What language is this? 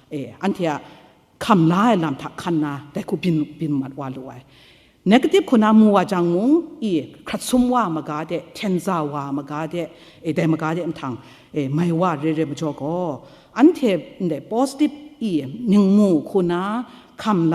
Kachin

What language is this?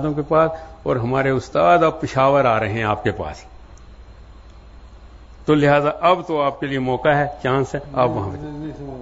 Urdu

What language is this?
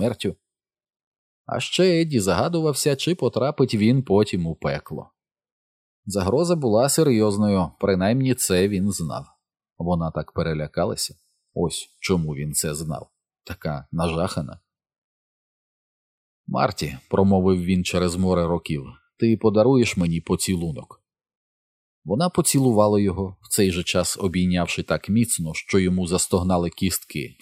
Ukrainian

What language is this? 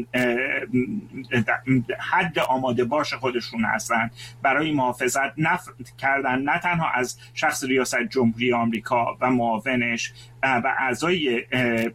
Persian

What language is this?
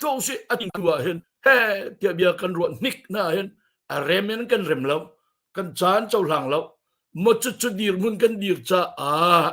Hakha Chin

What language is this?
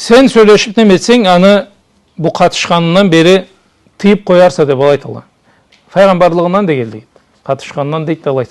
Karachay-Balkar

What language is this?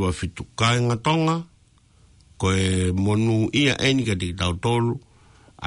Tongan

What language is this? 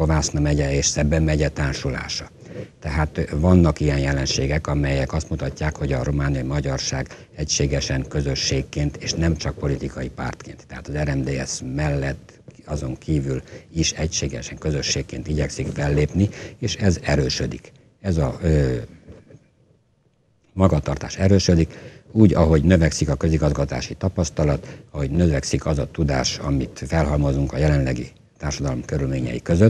Hungarian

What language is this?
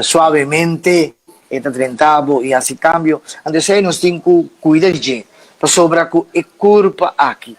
Papiamento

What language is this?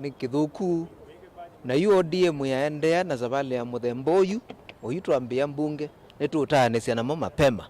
Kamba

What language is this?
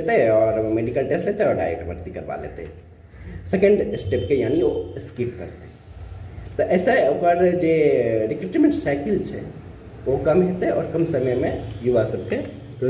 Maithili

